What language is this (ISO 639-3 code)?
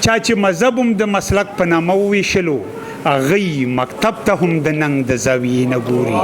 pus